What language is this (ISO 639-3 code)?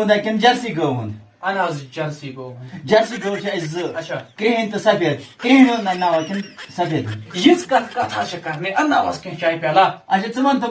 kas